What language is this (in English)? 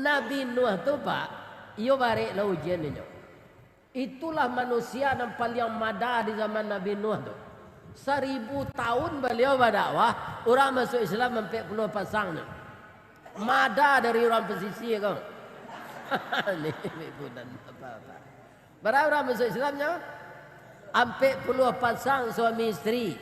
Minangkabau